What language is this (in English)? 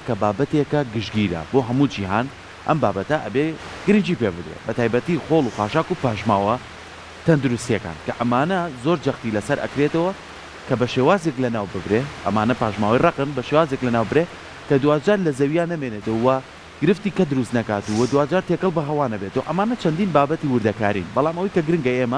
Central Kurdish